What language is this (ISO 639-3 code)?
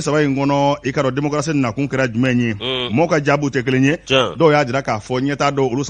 bam